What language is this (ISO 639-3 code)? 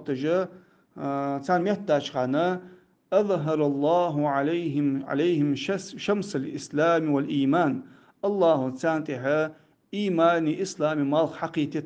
inh